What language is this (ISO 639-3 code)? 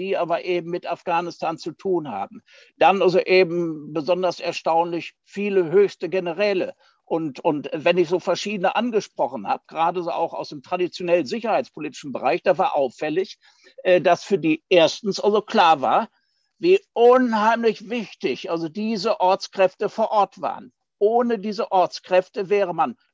deu